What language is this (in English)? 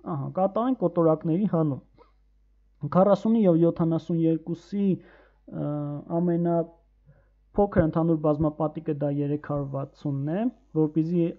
Armenian